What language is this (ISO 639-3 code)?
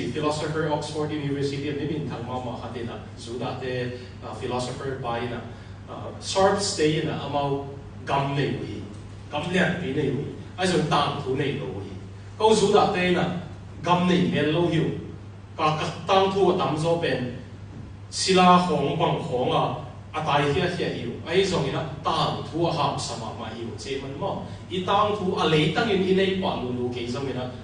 ctd